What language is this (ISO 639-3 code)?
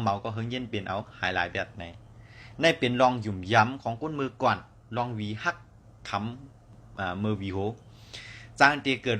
shn